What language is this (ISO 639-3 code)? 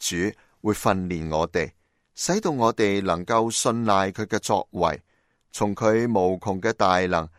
yue